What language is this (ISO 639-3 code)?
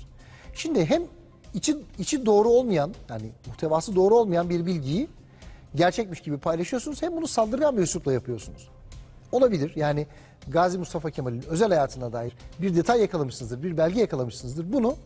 tur